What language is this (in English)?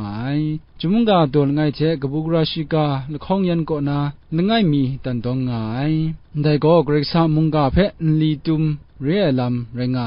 Kachin